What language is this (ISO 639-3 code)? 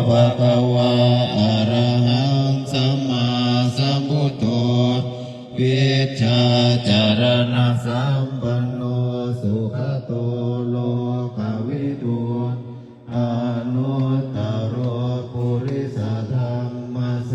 pli